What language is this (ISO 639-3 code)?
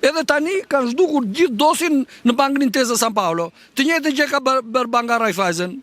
sqi